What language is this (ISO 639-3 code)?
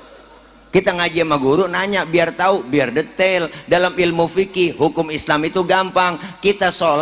bew